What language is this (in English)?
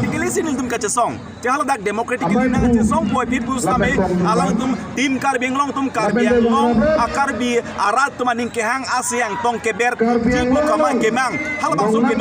Karbi